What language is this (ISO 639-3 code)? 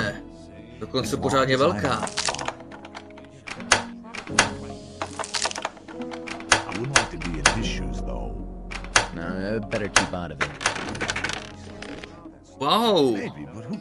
ces